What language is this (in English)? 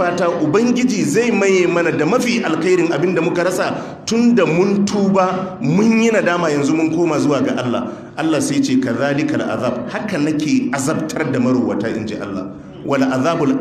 Hausa